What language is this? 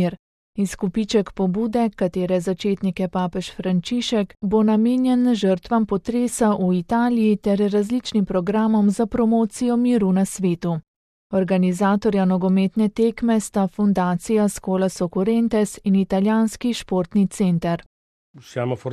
Slovenian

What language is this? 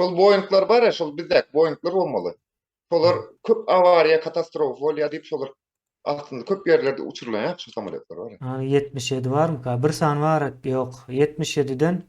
Turkmen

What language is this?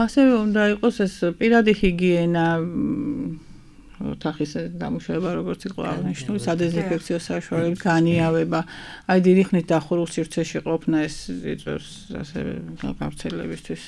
Georgian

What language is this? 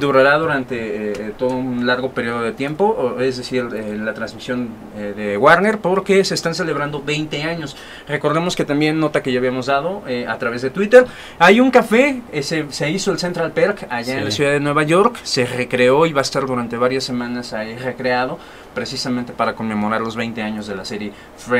Spanish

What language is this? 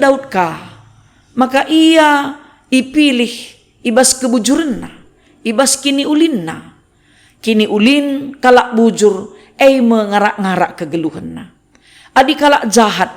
Batak Karo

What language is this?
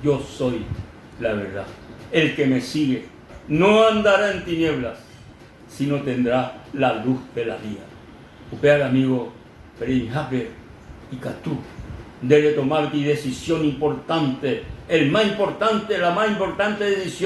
Guarani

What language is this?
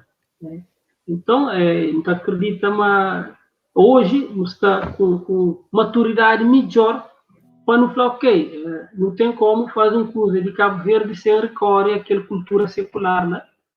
Kabuverdianu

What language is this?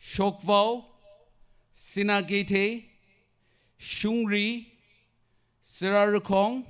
Tangkhul Naga (India)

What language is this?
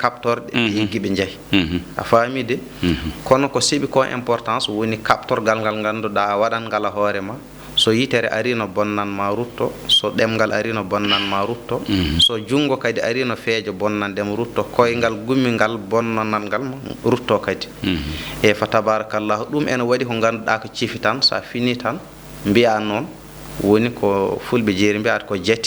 Fula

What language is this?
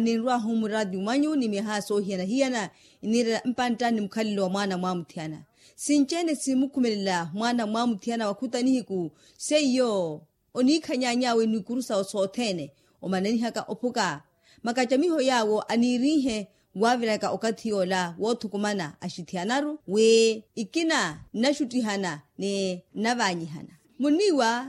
Makhuwa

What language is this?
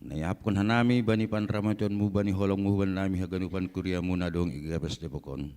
Batak Simalungun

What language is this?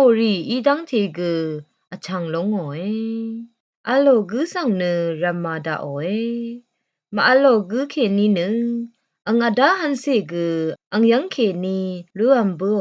Rawang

